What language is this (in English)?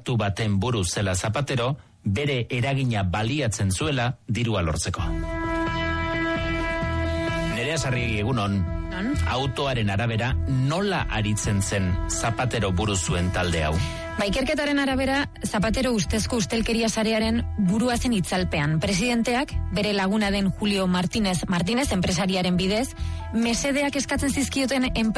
Basque